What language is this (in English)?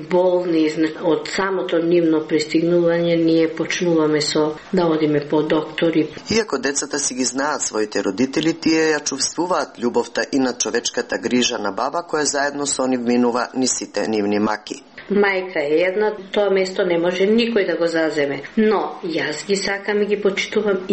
Macedonian